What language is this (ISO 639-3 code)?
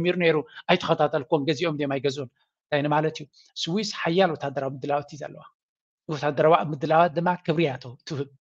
tir